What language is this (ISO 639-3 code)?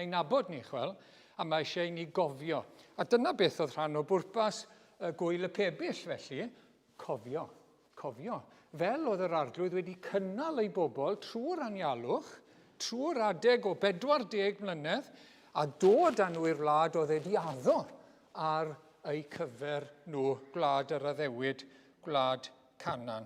cym